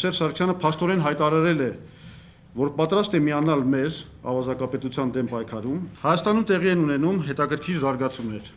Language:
Armenian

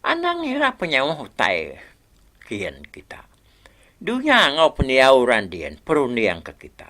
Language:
Iban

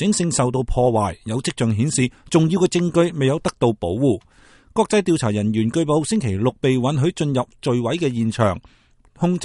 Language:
Cantonese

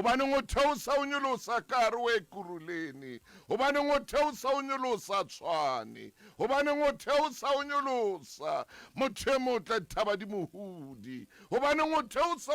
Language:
Southern Sotho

